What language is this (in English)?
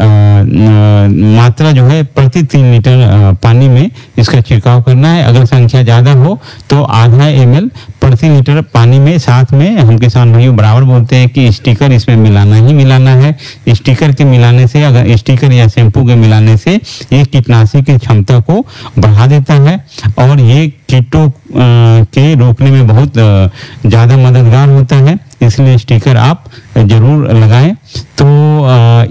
Hindi